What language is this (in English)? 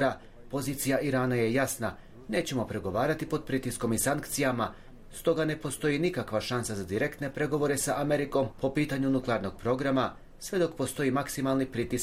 Bosnian